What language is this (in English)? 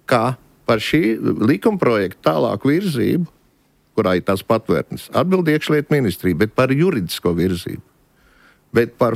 Latvian